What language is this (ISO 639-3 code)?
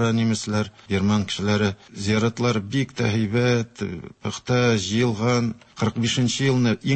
tat